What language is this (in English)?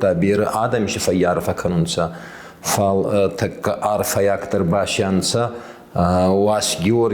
Ossetic